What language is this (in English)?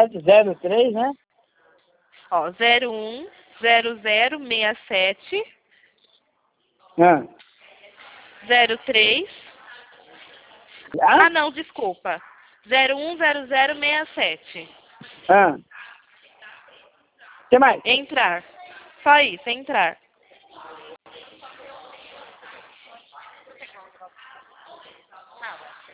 Portuguese